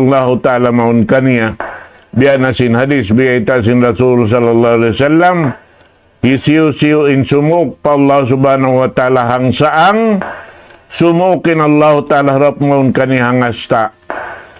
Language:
Tausug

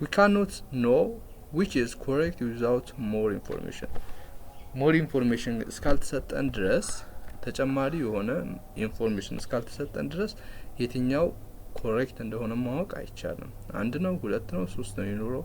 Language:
Amharic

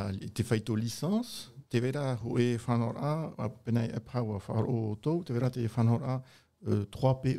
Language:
Tahitian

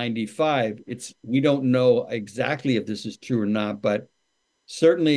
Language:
English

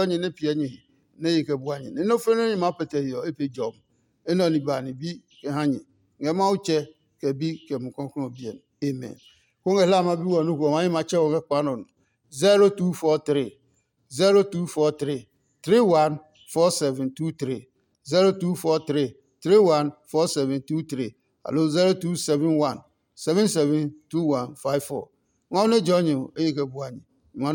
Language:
Adangme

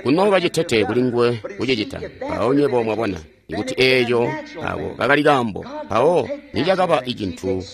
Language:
Tonga (Zambia)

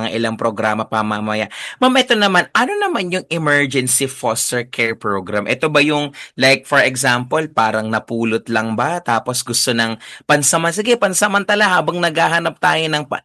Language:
Filipino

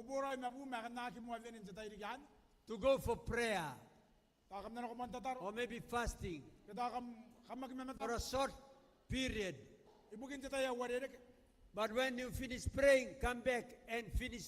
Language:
Gilbertese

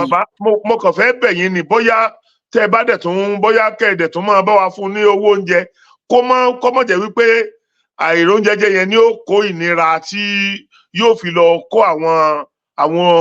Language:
Yoruba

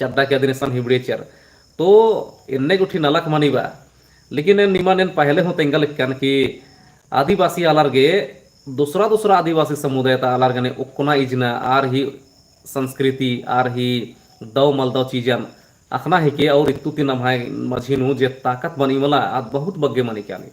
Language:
Kurukh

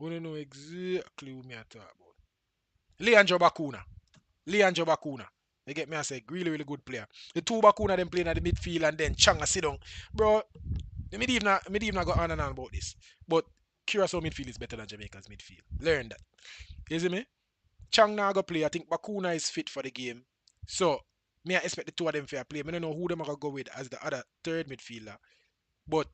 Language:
Jamaican Creole English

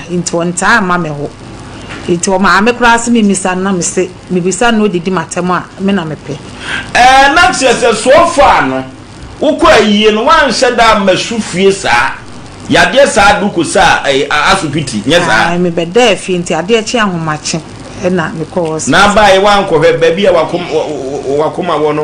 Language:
Akan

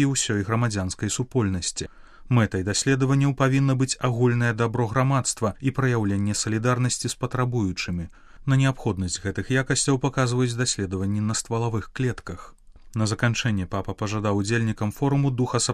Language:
Belarusian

